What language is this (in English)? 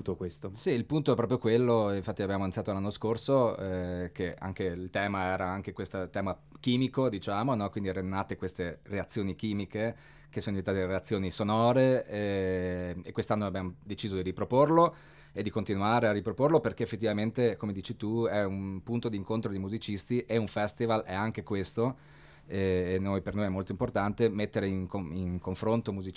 Italian